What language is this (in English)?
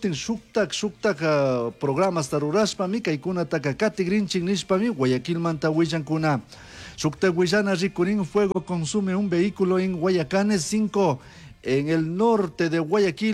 Chimborazo Highland Quichua